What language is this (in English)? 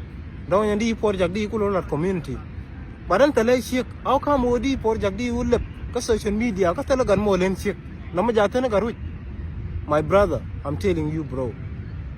Nuer